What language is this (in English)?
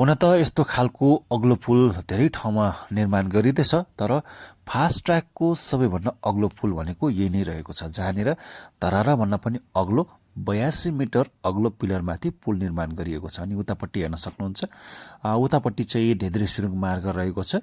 Nepali